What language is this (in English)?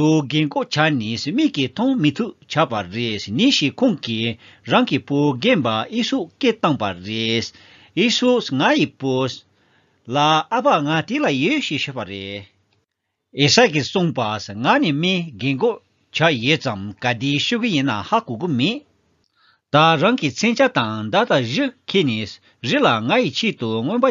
Tibetan